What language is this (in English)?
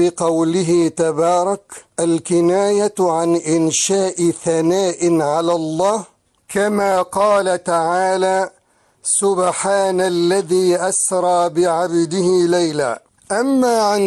Arabic